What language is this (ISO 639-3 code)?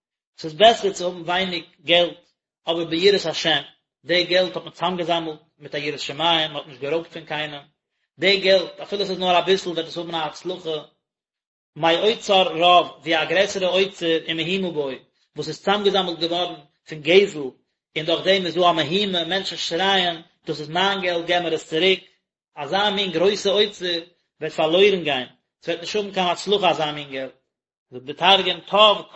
yid